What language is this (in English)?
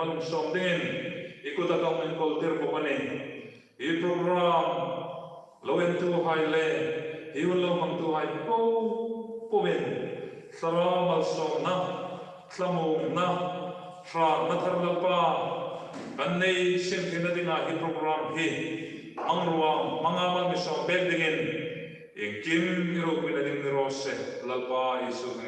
Hmar